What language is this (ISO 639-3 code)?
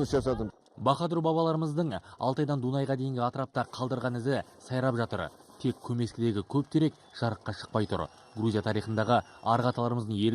kaz